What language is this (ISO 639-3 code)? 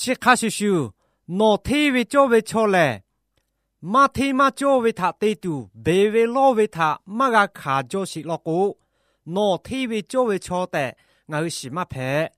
lhu